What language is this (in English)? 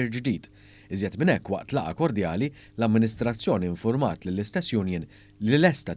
Maltese